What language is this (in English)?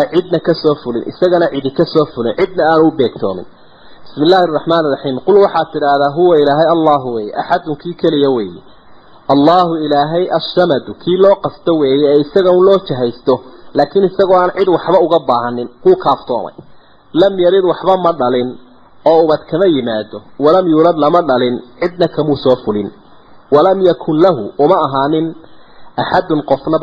Somali